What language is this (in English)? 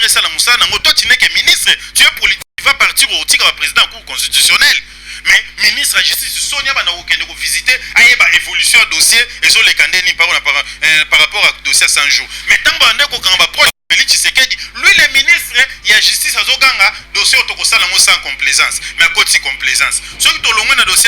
Lingala